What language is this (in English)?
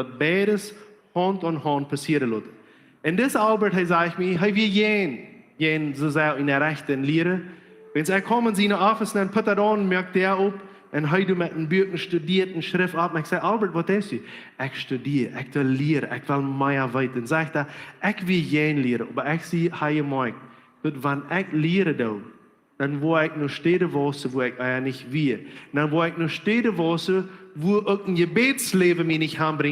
Plautdietsch